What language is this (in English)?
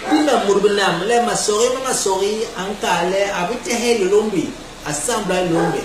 Basaa